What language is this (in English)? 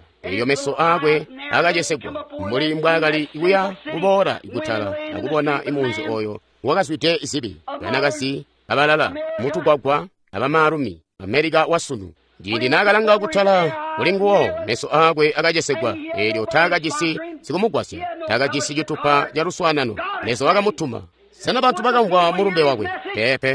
Tonga (Zambia)